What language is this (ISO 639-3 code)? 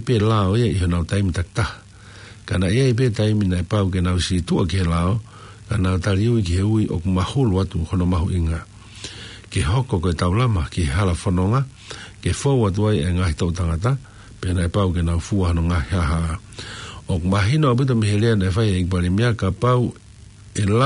ton